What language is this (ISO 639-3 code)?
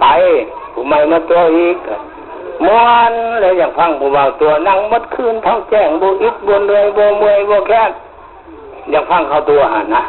lao